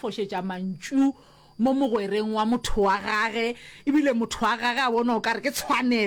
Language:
Northern Sotho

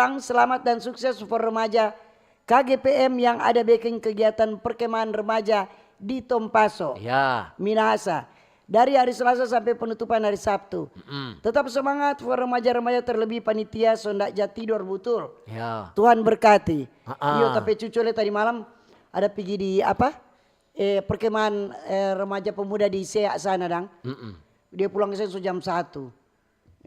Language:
Manado Malay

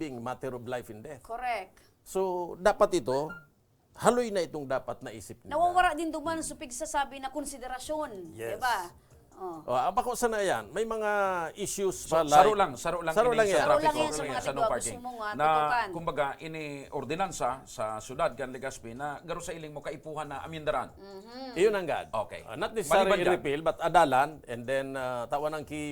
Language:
Bikol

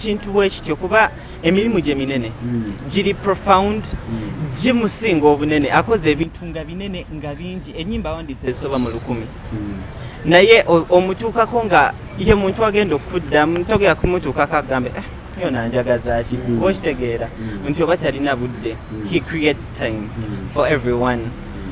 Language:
Ganda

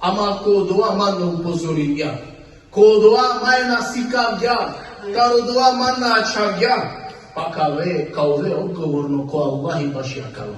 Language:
Balkan Romani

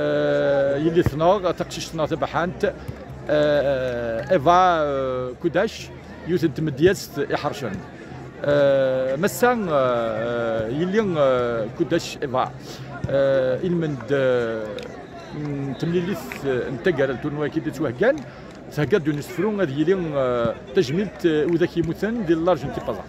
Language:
Kabyle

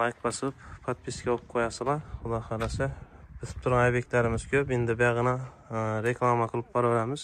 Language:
Uzbek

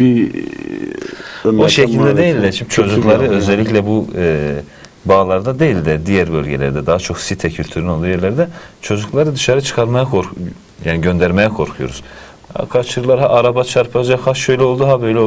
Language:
Turkish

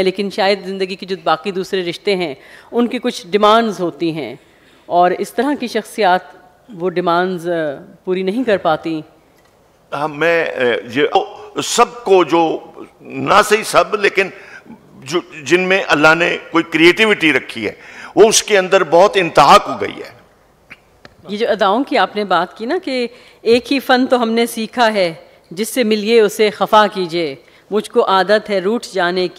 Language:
Urdu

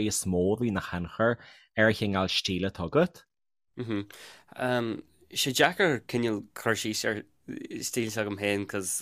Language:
Irish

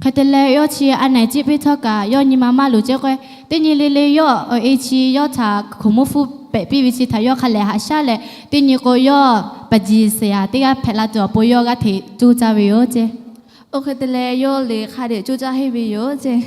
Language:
Lahu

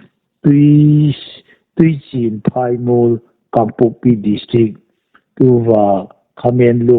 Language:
Hmar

